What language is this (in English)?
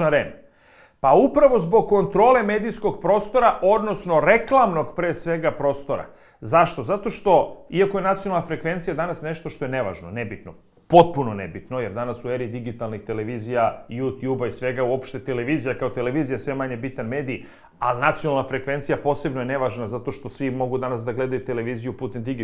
Serbian